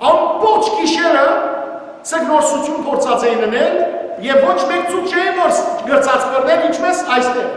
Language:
Western Armenian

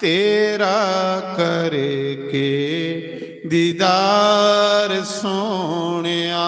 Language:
Dogri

